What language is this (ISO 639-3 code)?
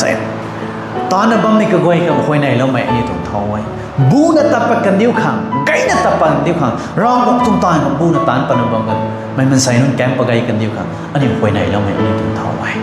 nbu